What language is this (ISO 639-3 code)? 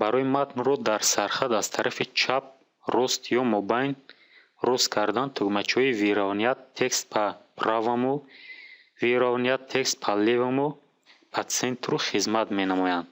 tgk